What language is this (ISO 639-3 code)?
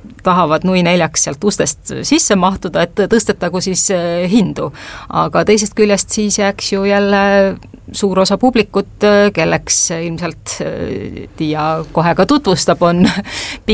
est